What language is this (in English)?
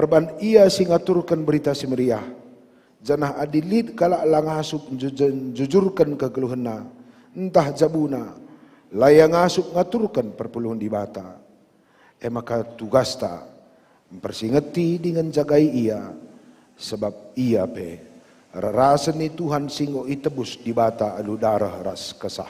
Batak Karo